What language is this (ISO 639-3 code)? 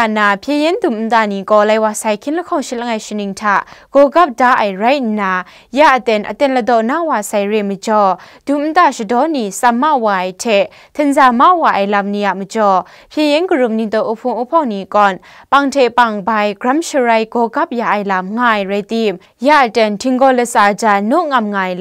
kac